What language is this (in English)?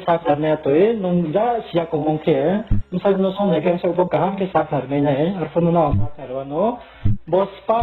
Riang (India)